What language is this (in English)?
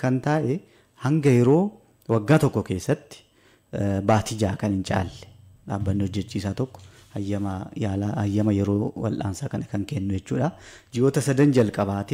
Oromo